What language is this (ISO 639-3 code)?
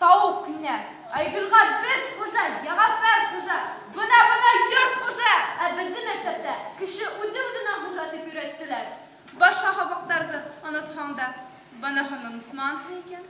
bak